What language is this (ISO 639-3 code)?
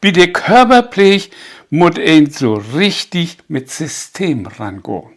nds